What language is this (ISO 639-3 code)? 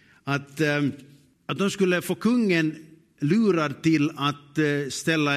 swe